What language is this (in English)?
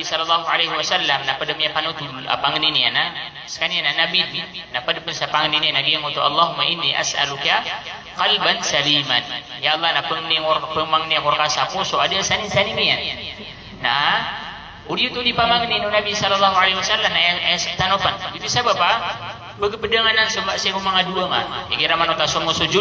Maranao